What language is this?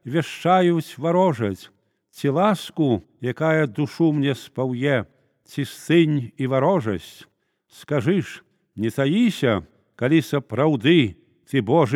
Belarusian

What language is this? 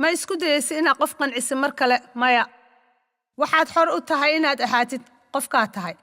Somali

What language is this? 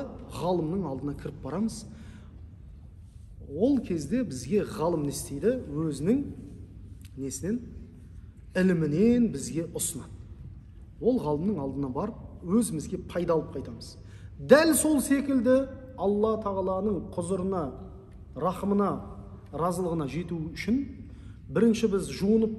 Kazakh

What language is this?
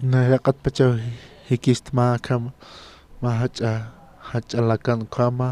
Aymara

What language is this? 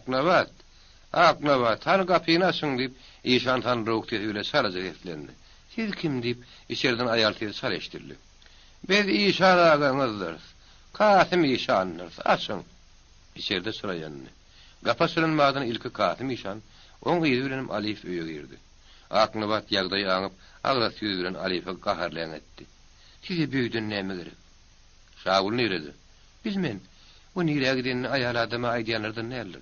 Turkmen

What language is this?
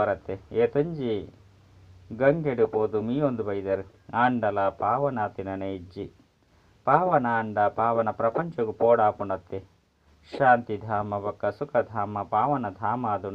Tulu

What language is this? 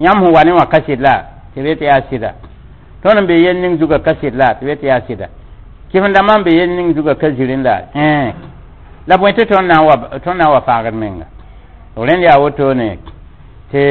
Mossi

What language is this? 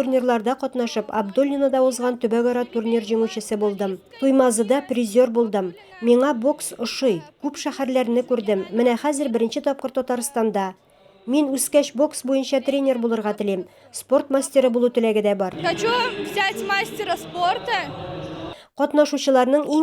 Tatar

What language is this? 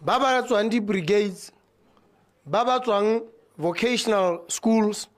Tswana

